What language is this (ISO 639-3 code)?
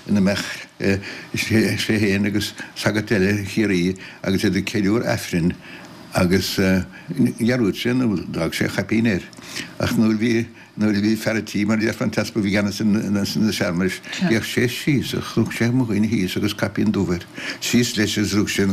gle